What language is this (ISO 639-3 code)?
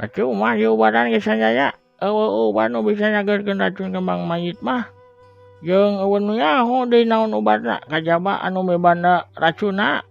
sun